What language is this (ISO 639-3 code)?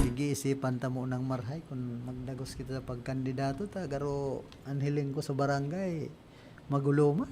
bik